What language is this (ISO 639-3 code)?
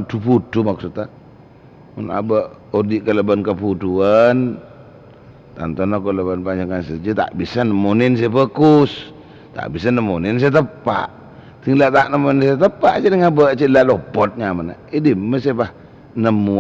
mad